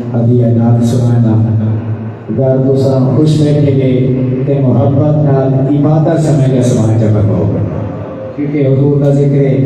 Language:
Saraiki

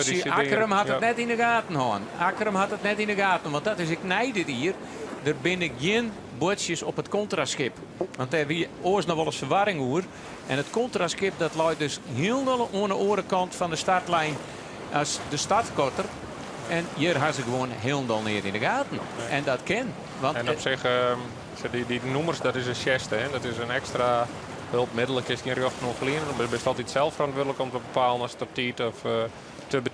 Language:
Western Frisian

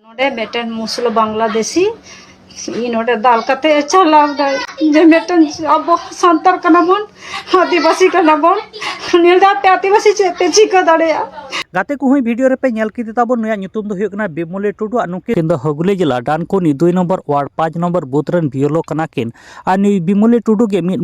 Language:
Santali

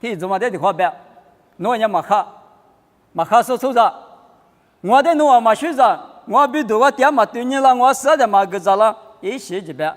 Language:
Lisu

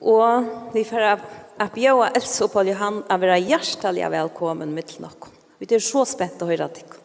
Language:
Faroese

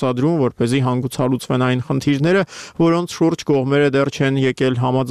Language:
Armenian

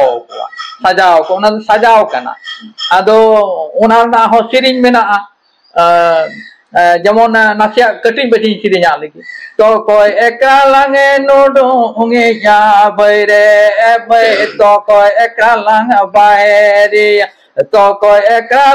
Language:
Santali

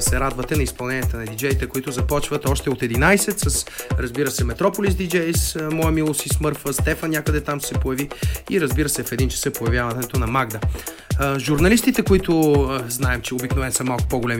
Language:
Bulgarian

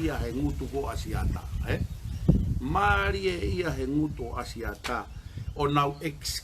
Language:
Tongan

